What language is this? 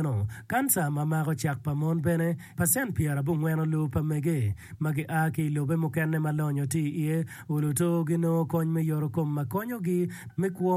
Acoli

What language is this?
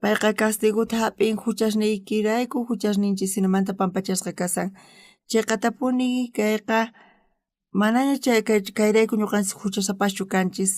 South Bolivian Quechua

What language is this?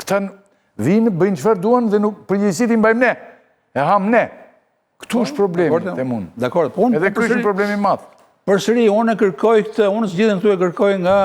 Albanian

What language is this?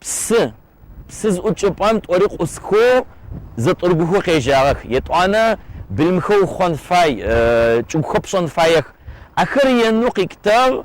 Adyghe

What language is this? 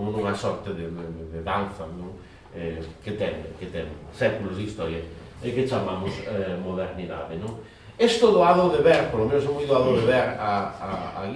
Galician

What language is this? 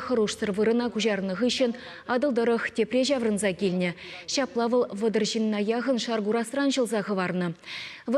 Chuvash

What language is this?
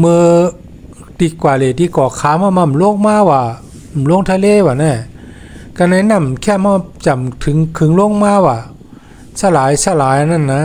Shan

